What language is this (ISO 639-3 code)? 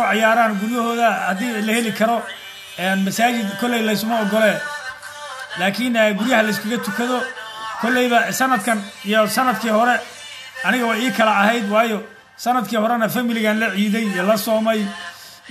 som